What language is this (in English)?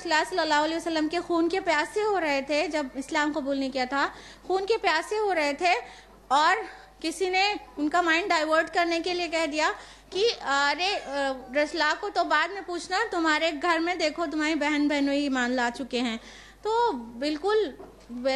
Urdu